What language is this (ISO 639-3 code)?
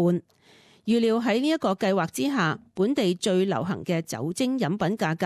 yue